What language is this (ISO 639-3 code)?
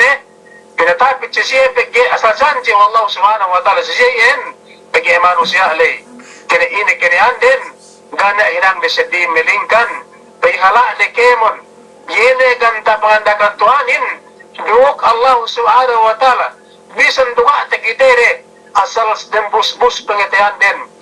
yka